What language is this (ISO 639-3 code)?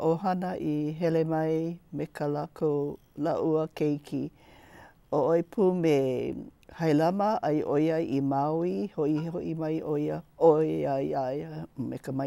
haw